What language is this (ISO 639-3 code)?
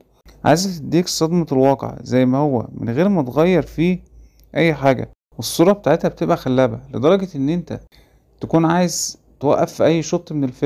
arz